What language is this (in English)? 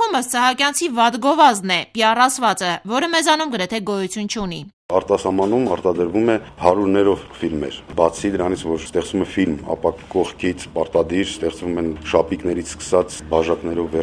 Armenian